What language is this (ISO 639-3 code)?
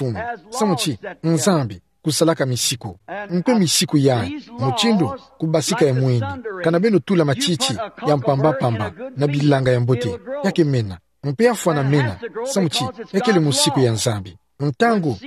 ktu